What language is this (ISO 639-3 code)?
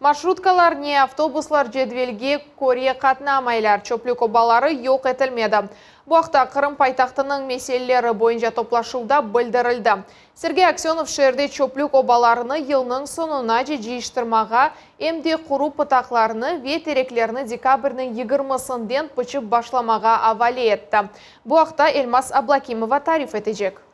crh